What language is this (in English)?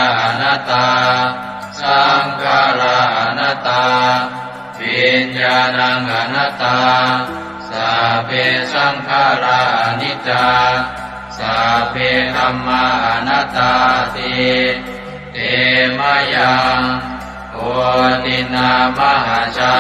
Pali